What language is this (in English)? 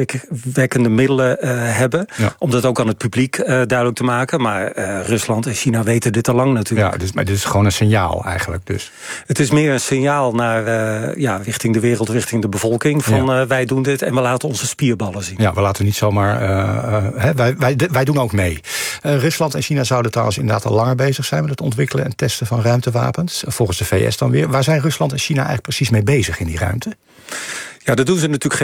Dutch